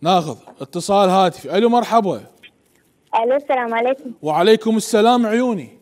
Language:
Mesopotamian Arabic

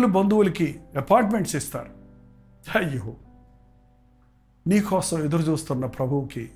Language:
Telugu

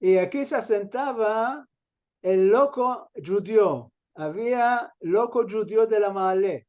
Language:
Ladino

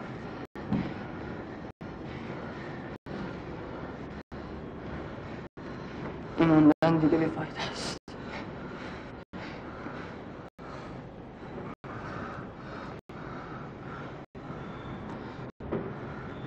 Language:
Persian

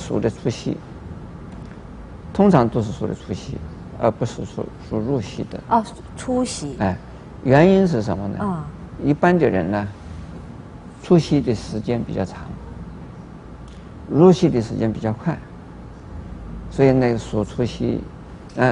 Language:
Chinese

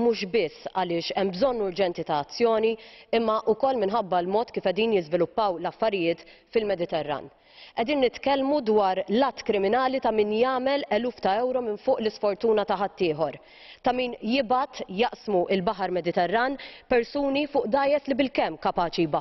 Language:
Maltese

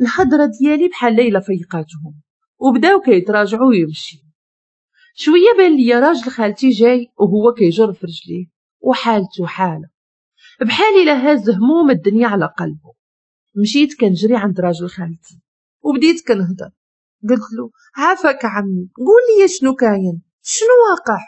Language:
Moroccan Arabic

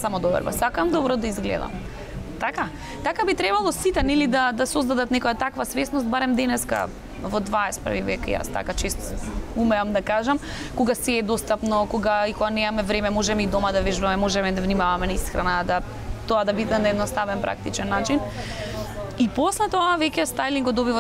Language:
Macedonian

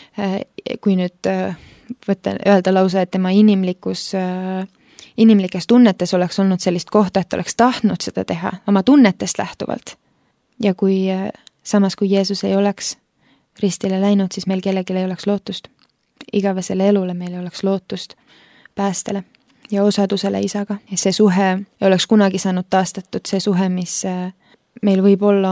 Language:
Estonian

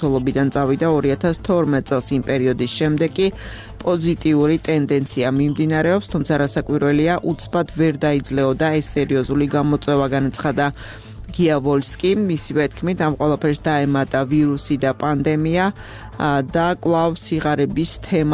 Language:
Georgian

